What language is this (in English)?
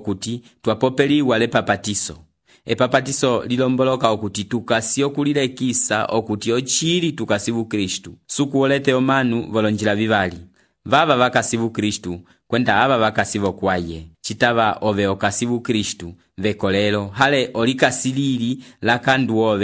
Umbundu